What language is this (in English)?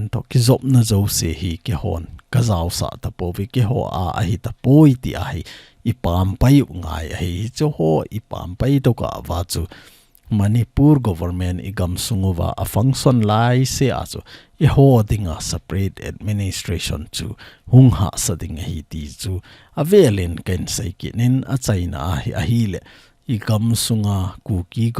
Thado Chin